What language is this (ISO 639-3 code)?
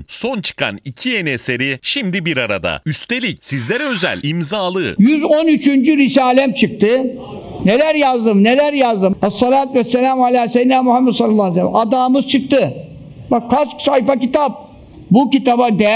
tur